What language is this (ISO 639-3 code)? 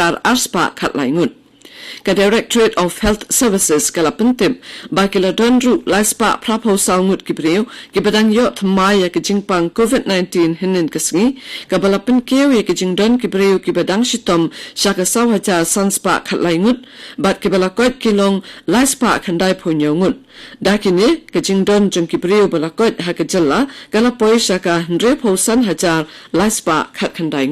kha